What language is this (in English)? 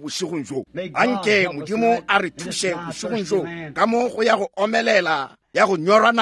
Northern Sotho